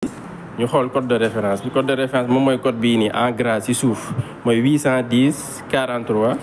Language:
Wolof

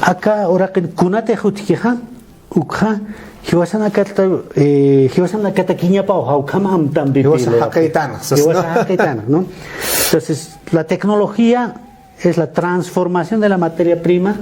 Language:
Aymara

